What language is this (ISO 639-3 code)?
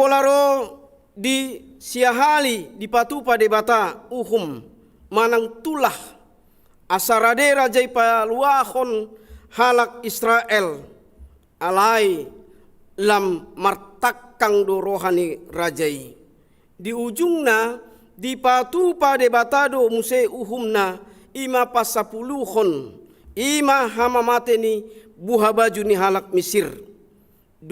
bbc